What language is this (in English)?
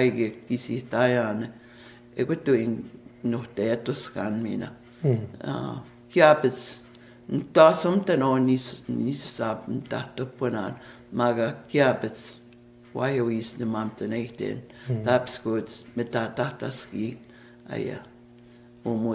Plains Cree